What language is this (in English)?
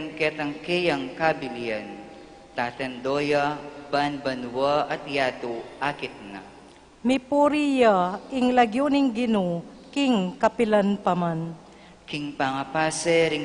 Pampanga